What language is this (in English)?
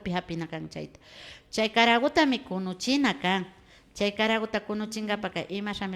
Imbabura Highland Quichua